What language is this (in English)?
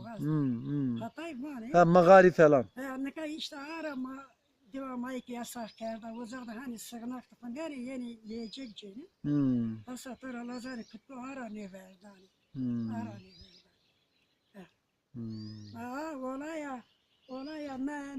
Zaza